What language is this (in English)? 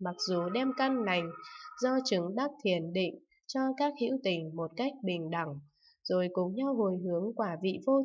Vietnamese